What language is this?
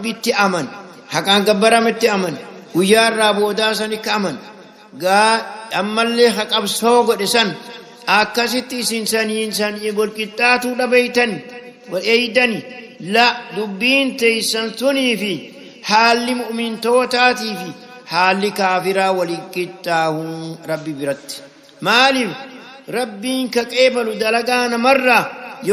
Oromo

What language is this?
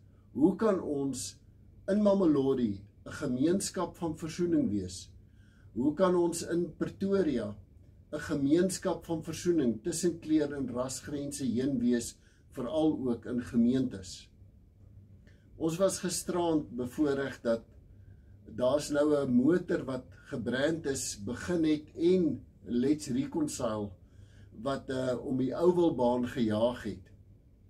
Afrikaans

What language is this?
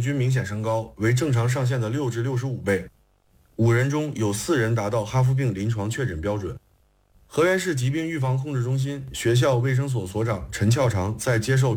Chinese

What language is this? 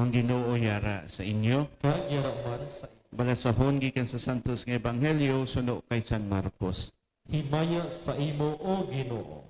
Hiligaynon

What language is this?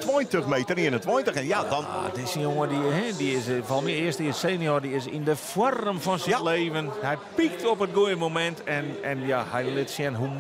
Western Frisian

